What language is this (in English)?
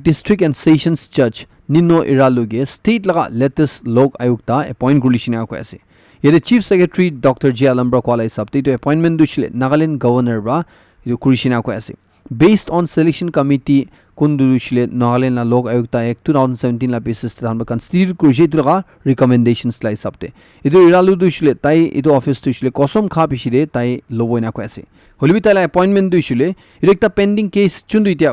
Naga Pidgin